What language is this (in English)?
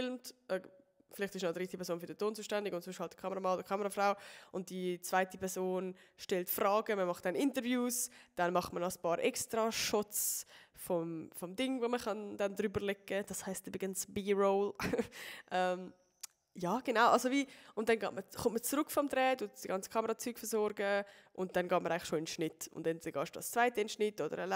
Swiss German